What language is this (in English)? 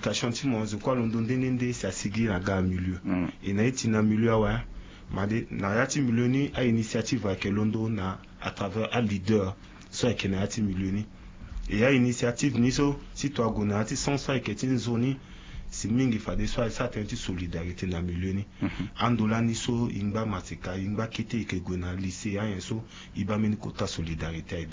Sango